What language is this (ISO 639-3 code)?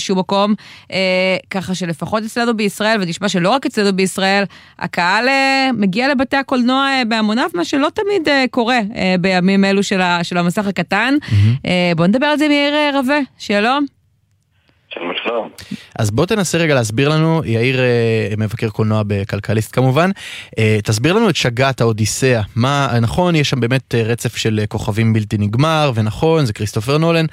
heb